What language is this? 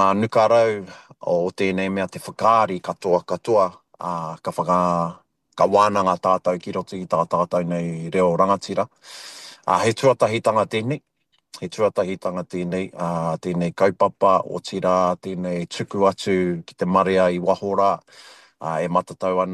Māori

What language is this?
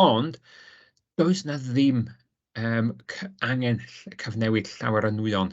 Welsh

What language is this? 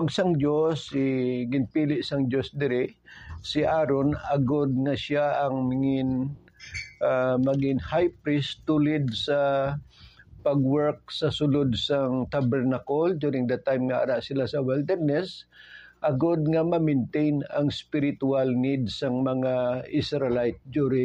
Hiligaynon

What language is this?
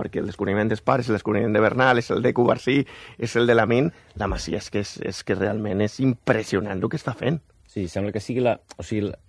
Catalan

